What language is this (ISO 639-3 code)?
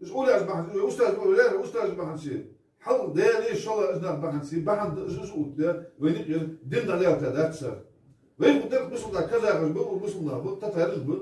inh